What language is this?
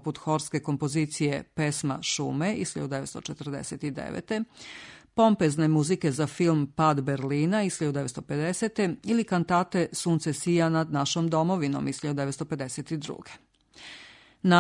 Serbian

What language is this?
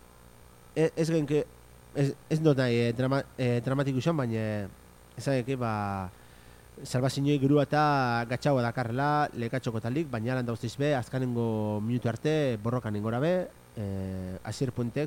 Basque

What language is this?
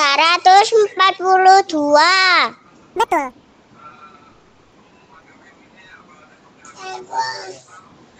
Indonesian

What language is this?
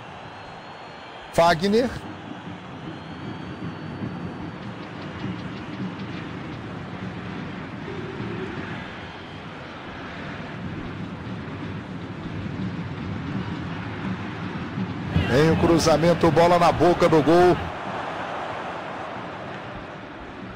Portuguese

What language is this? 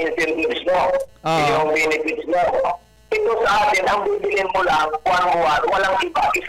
Bikol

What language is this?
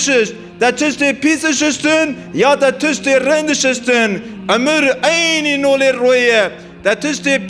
Kurdish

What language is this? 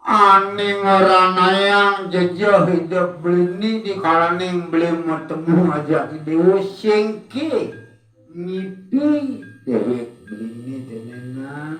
Balinese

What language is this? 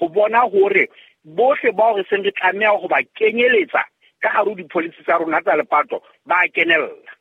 Southern Sotho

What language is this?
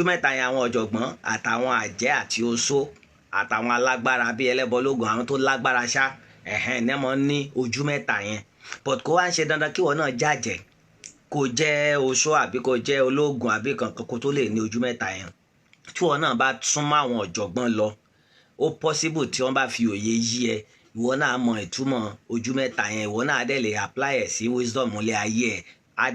Yoruba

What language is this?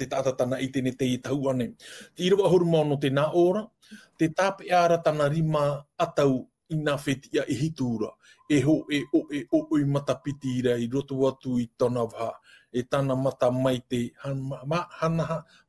Tahitian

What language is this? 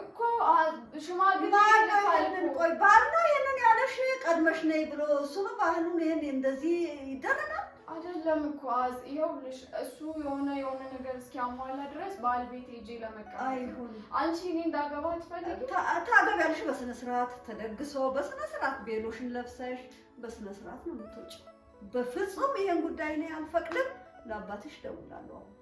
Amharic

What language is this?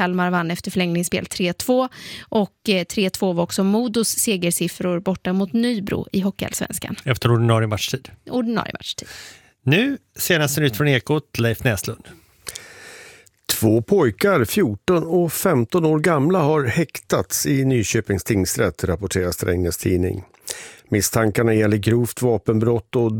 Swedish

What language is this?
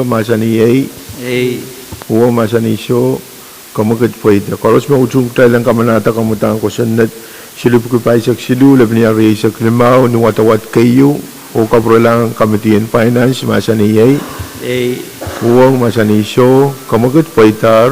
Pohnpeian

